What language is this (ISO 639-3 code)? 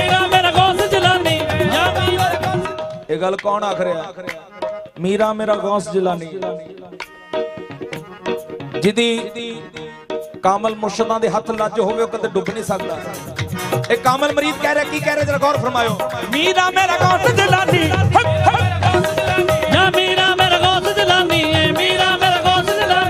pan